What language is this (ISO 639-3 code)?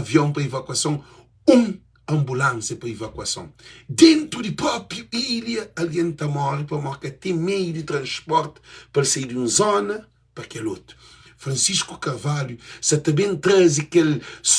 kea